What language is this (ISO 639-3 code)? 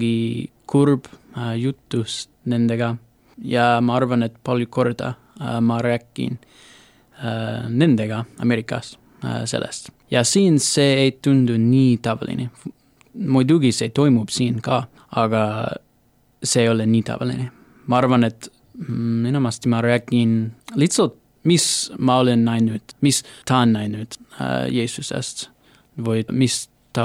est